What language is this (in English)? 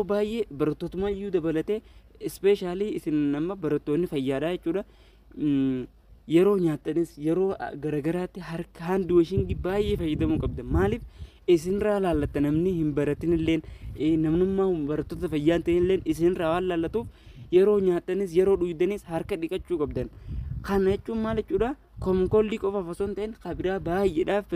Oromo